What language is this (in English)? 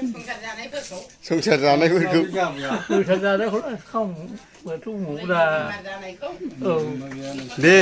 Bodo